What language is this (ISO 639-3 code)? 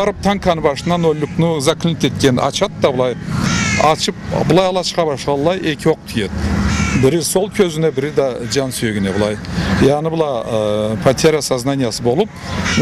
krc